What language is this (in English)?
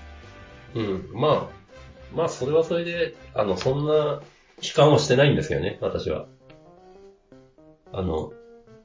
Japanese